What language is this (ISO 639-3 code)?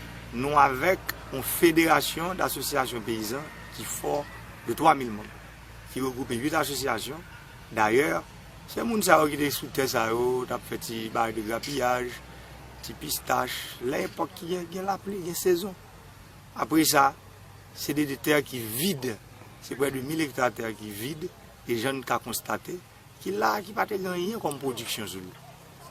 hat